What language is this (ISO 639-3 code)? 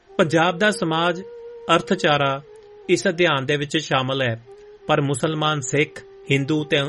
pan